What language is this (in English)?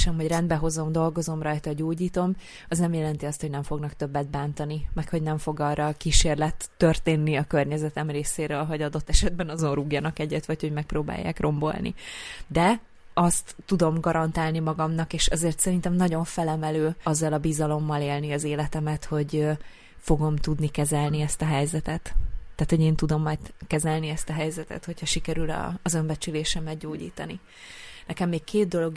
Hungarian